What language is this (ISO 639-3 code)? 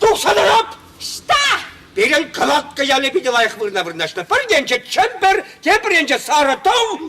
chv